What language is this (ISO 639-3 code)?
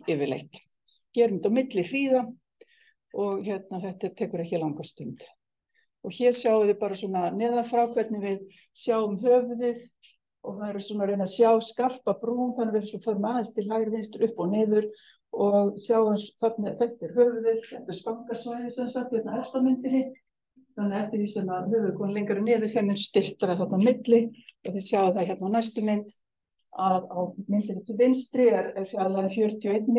isl